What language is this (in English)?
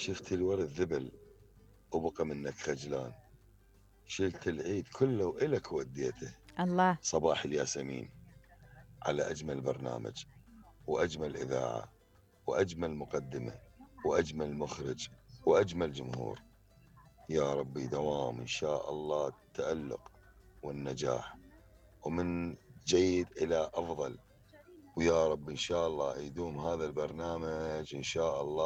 Mesopotamian Arabic